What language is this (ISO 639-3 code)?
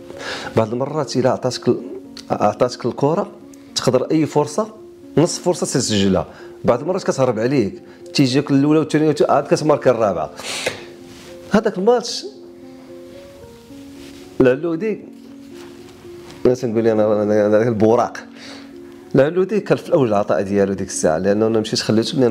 ary